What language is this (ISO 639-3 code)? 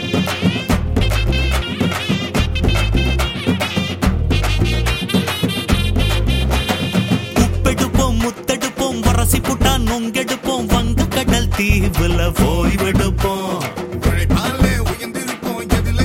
tam